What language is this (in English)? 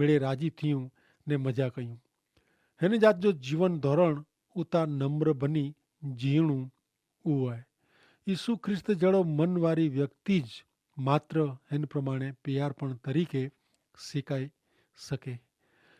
Kachhi